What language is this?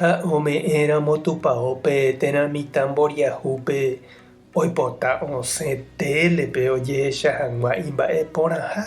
Guarani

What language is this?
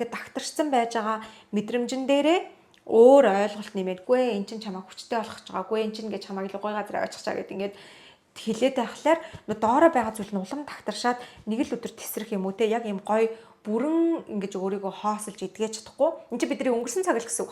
Mongolian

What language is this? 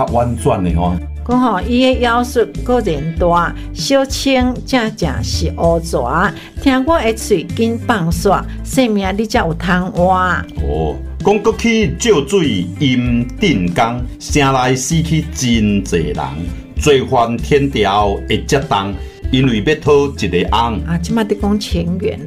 Min Nan Chinese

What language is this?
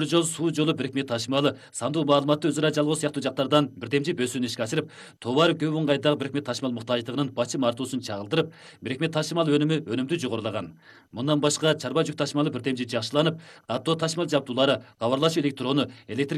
Kyrgyz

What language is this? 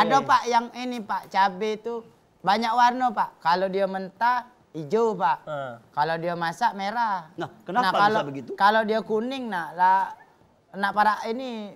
Musi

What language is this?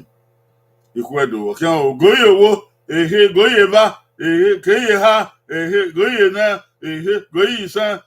Bini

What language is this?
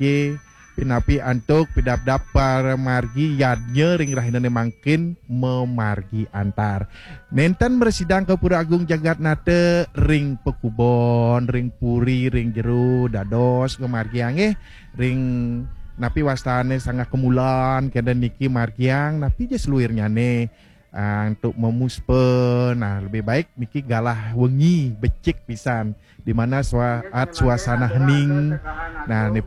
Balinese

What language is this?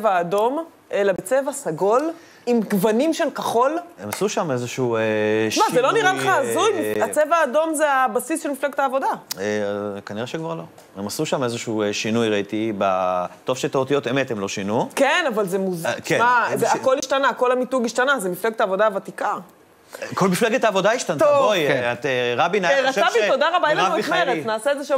Hebrew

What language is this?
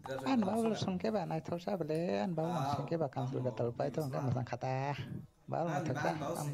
Kok Borok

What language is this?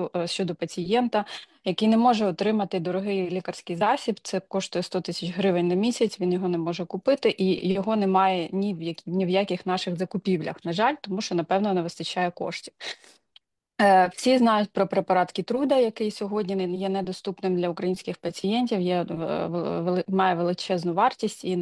Ukrainian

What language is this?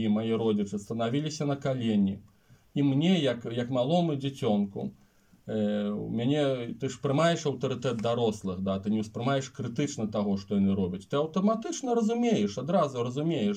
Belarusian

